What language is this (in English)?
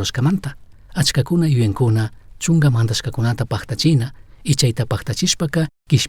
Chimborazo Highland Quichua